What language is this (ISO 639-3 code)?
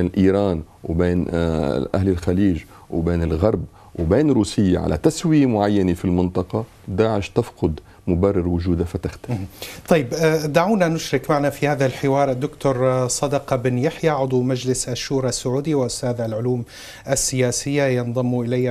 ara